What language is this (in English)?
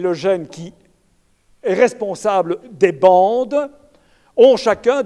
French